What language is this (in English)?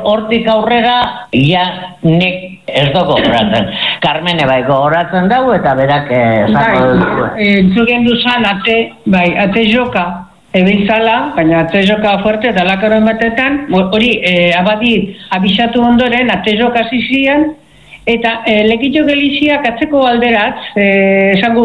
Basque